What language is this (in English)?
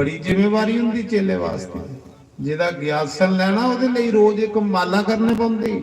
Dogri